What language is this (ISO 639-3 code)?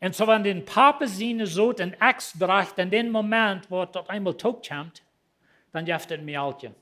pdt